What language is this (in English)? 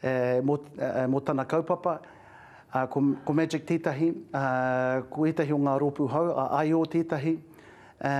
Māori